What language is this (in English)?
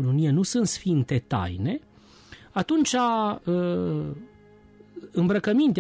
Romanian